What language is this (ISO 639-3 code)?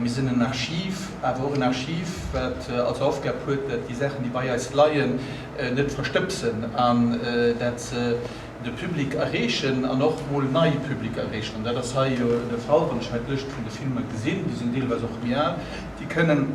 ltz